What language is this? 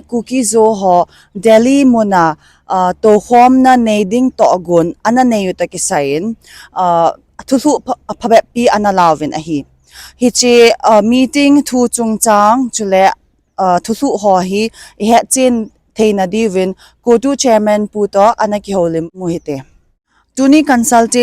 Thado Chin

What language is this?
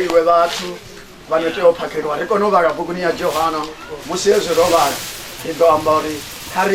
Venda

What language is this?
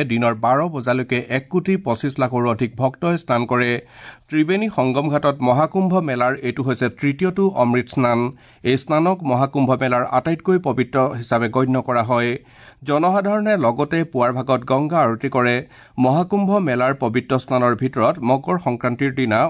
Assamese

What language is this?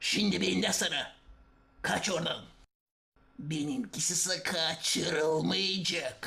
Gagauz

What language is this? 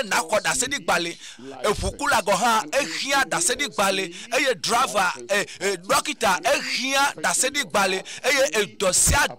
Ewe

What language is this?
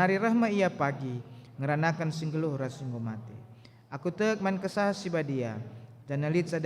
Batak Karo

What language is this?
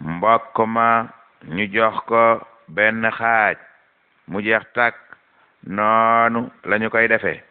Wolof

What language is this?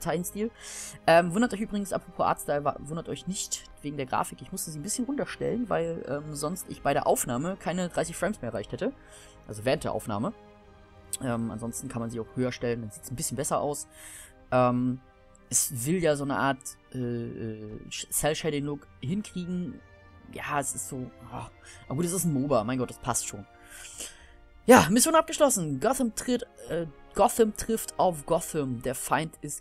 German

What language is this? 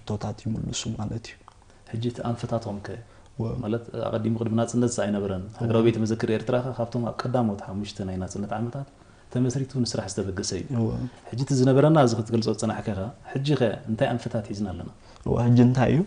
Tigrinya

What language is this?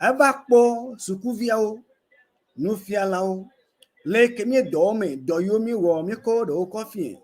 Ewe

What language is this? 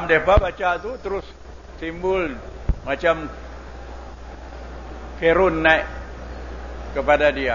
Malay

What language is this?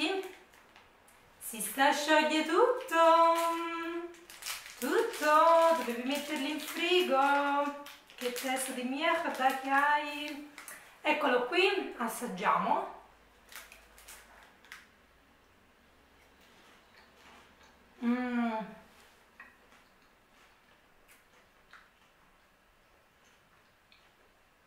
Italian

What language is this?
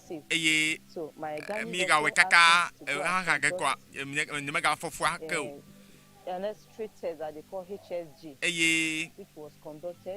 Ewe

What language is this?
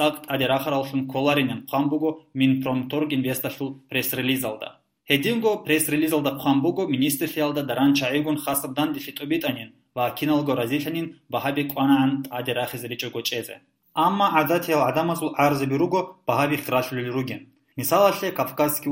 Avaric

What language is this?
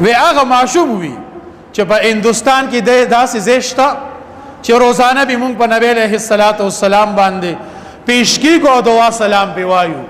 Pashto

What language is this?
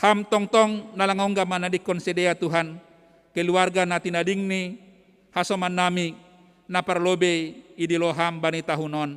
Batak Simalungun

